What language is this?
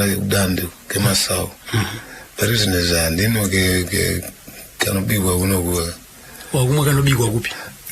Shona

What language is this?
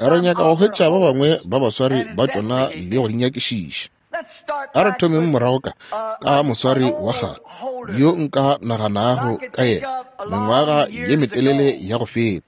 Northern Sotho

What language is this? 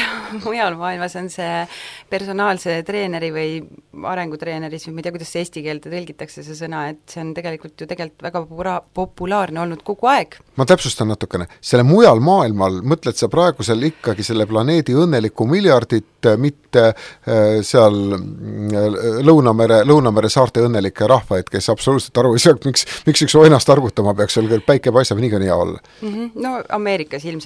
Estonian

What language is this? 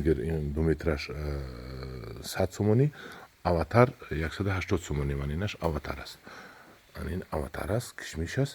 Tajik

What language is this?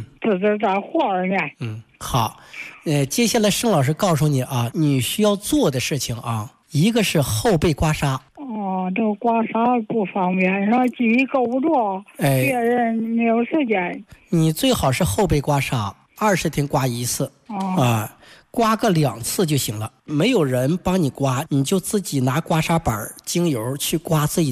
Chinese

